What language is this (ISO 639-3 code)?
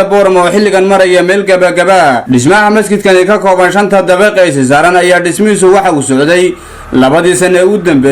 som